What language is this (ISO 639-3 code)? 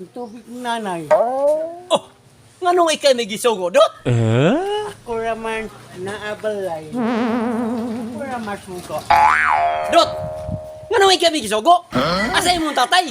ceb